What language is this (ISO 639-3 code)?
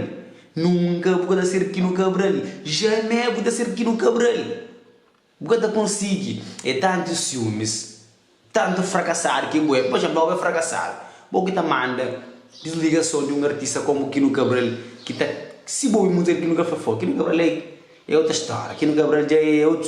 kea